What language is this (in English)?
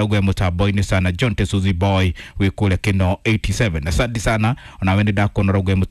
Kikuyu